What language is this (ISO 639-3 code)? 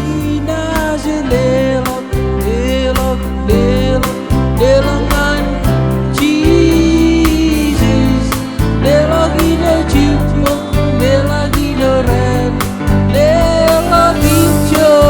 mah